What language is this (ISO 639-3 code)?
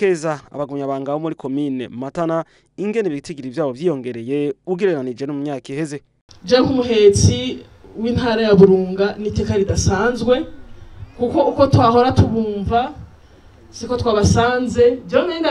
run